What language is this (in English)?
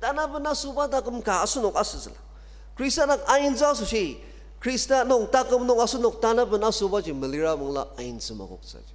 Ao Naga